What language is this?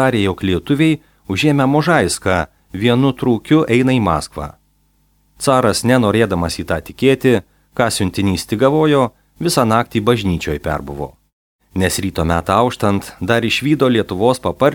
Lithuanian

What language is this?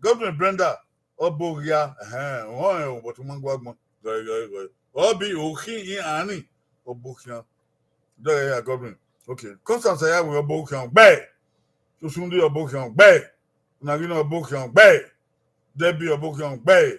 Bini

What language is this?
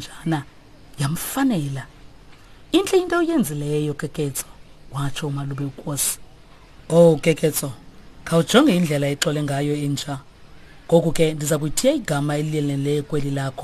Xhosa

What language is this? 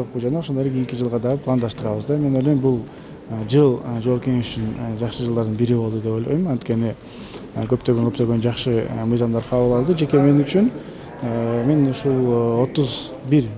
Kyrgyz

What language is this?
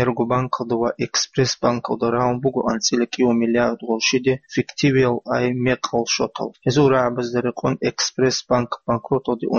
Avaric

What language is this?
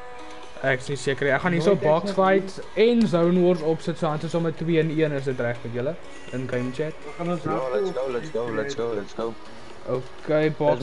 Afrikaans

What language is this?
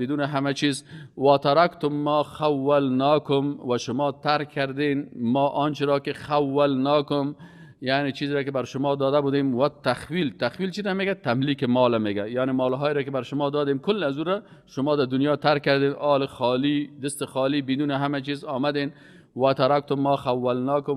Persian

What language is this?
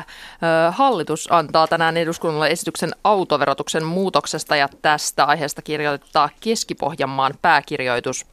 Finnish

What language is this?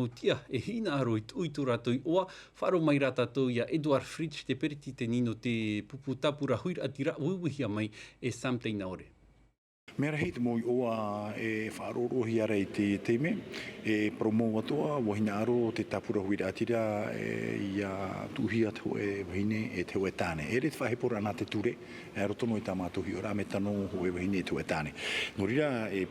Tahitian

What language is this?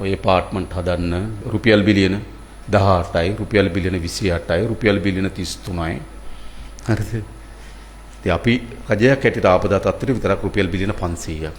Sinhala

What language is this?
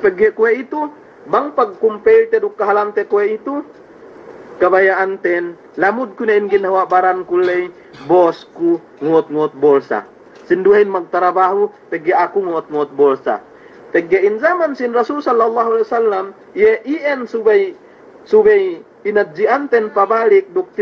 Yakan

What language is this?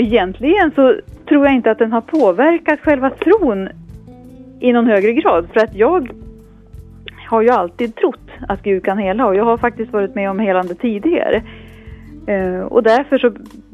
Swedish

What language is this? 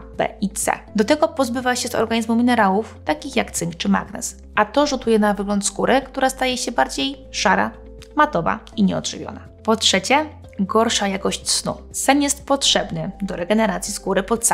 Polish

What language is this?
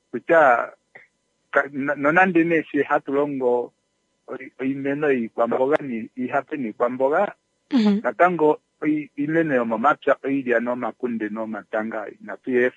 Kuanyama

